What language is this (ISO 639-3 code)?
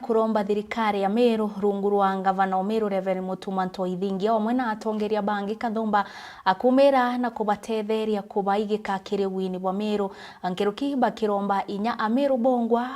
mer